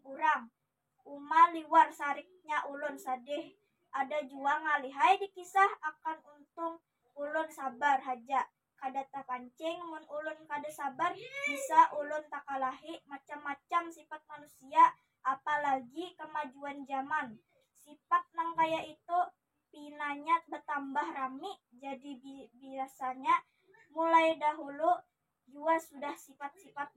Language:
Banjar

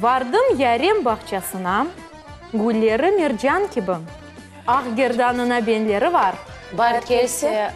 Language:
Crimean Tatar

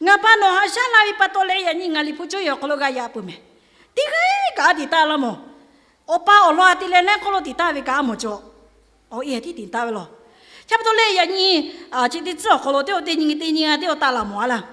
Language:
Lahu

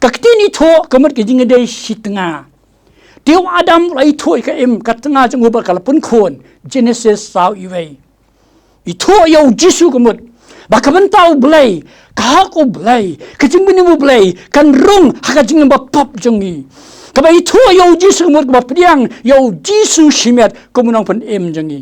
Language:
Khasi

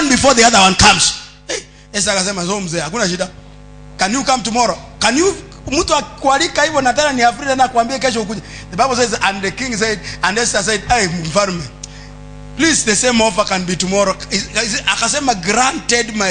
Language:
Swahili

